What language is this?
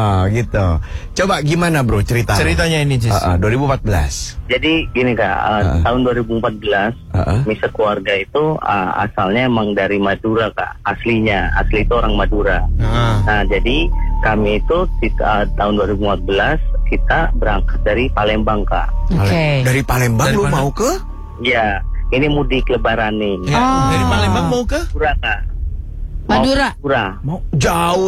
Indonesian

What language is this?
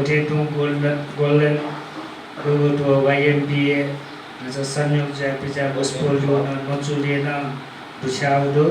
Newari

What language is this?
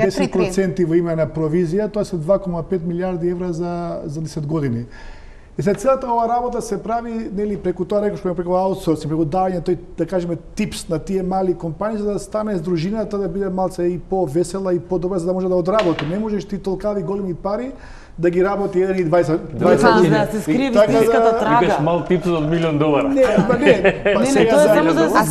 Macedonian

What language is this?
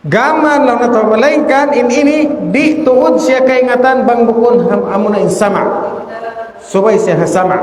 Tausug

